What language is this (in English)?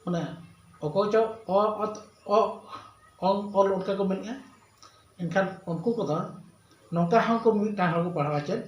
Santali